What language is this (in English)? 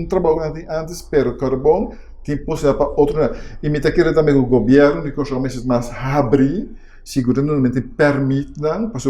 Papiamento